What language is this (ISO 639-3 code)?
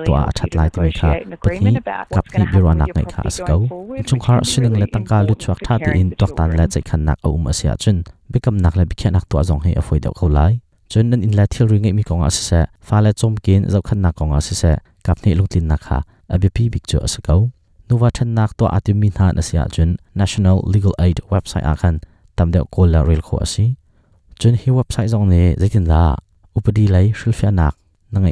cnh